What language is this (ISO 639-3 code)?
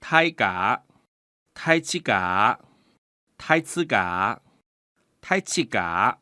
hak